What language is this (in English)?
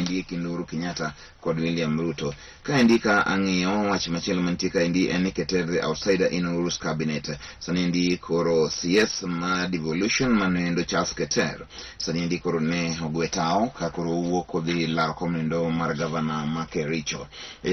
Luo (Kenya and Tanzania)